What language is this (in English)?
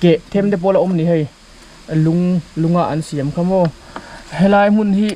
Mizo